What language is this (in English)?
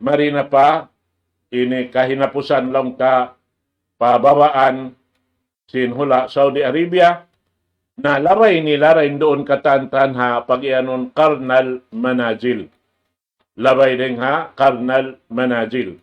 Tausug